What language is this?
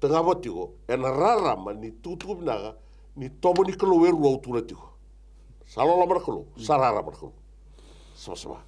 Fijian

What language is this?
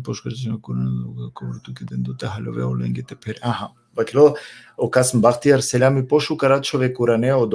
Balkan Romani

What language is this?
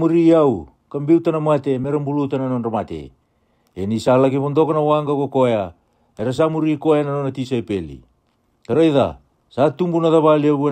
Fijian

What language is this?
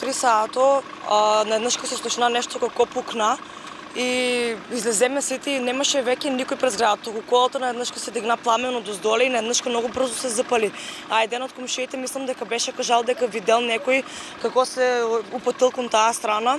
Macedonian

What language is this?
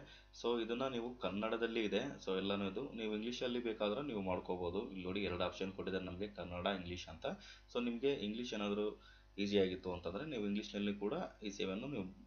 Kannada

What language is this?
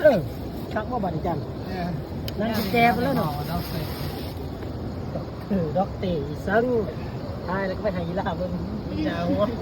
Lao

